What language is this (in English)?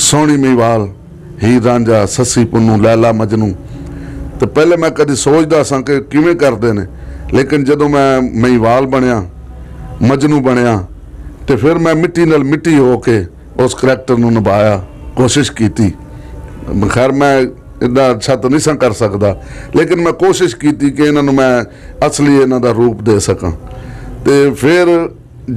Western Panjabi